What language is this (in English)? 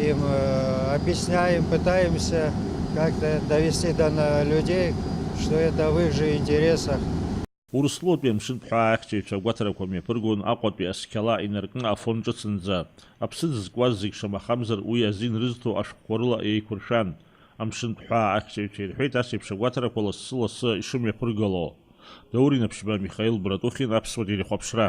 Abkhazian